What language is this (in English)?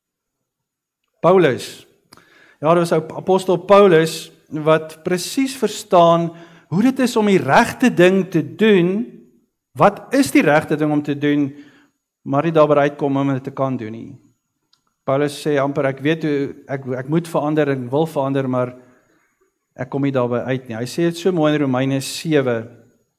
Afrikaans